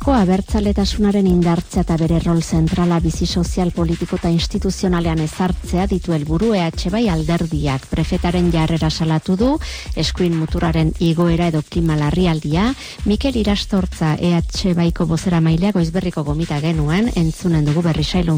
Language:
Basque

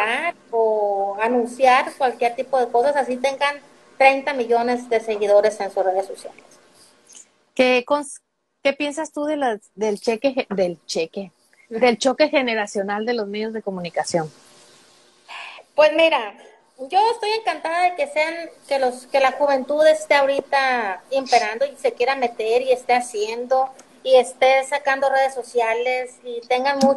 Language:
Spanish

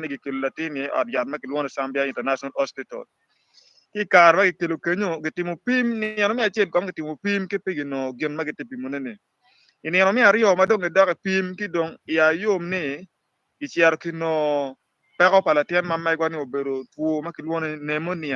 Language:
Acoli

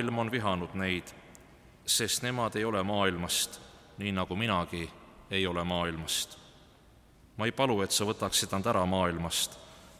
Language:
Estonian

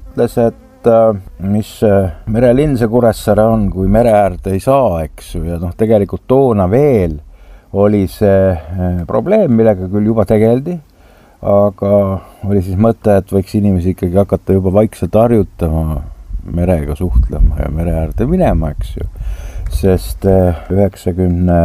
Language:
Estonian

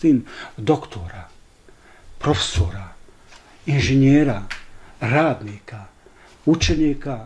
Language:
Bosnian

